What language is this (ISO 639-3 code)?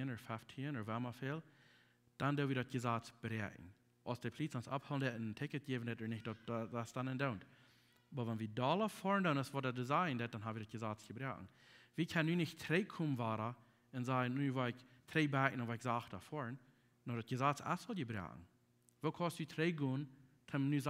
pdt